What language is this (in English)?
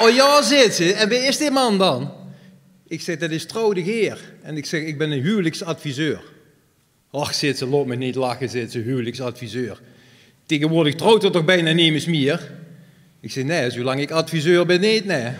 Limburgish